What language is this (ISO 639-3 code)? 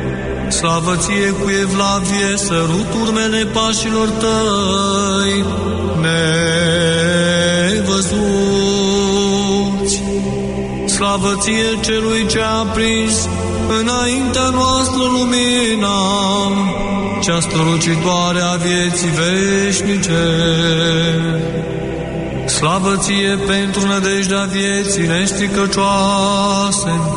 ron